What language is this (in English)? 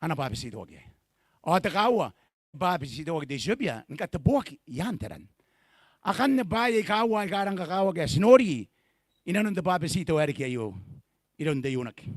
Gilbertese